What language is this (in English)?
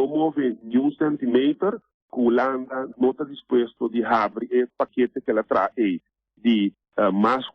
Papiamento